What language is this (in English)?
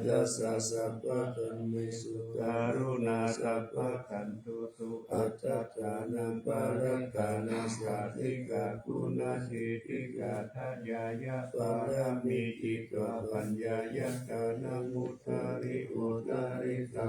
Pali